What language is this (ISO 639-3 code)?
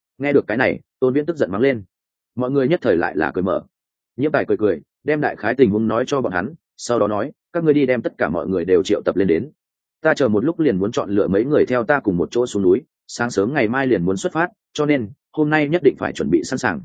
vie